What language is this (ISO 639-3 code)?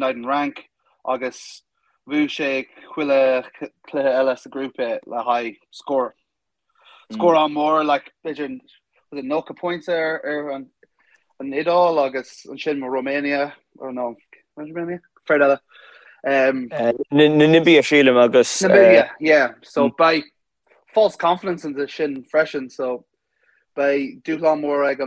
gle